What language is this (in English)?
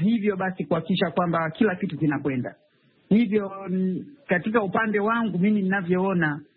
Swahili